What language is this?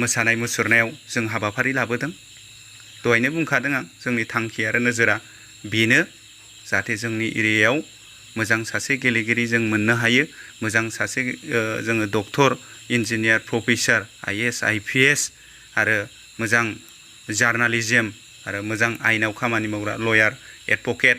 Bodo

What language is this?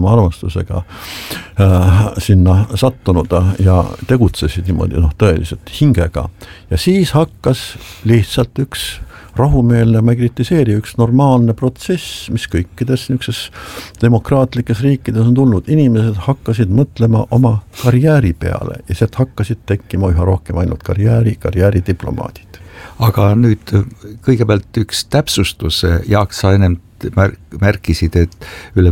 Estonian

